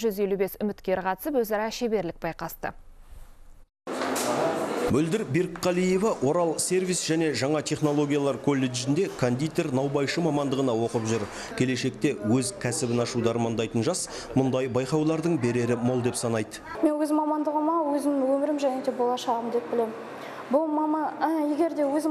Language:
Kazakh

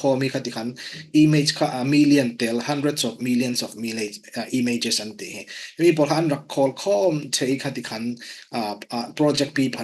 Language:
Falam Chin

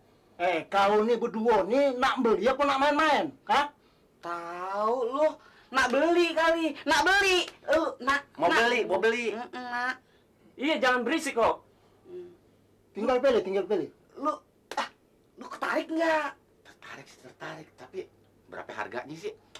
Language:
Betawi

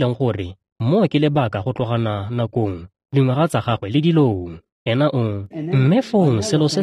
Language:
Tswana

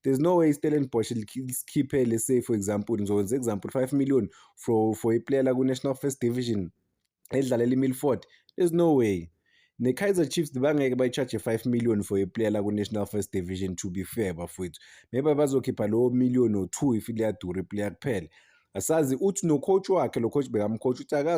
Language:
Zulu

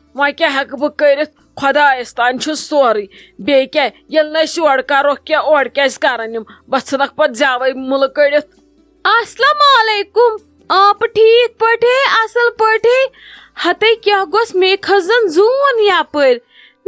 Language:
Kashmiri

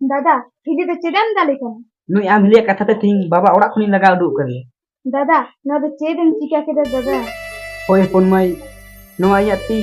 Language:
Santali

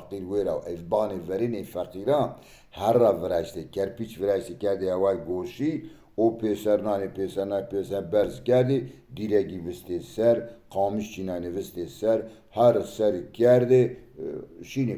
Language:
Zaza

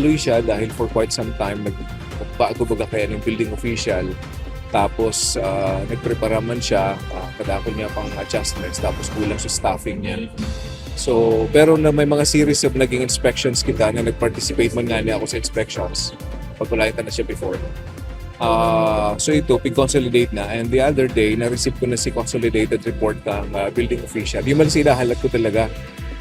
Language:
Bikol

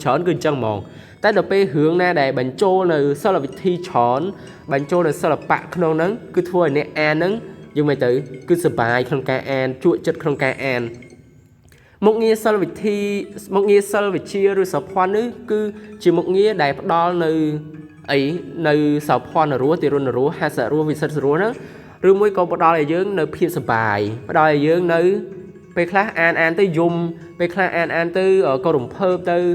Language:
Khmer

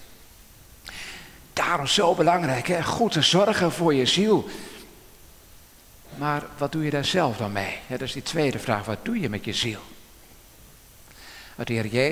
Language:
Dutch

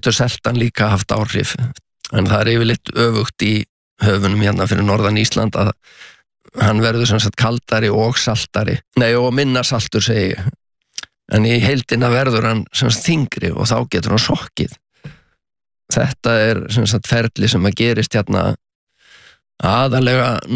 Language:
Icelandic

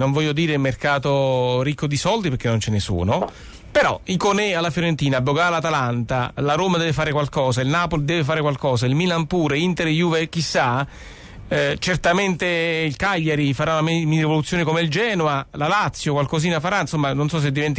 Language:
Italian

